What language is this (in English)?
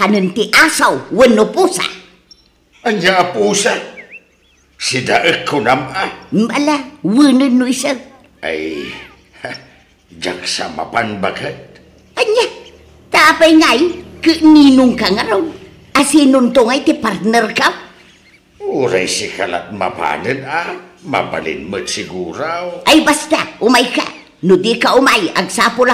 Iloko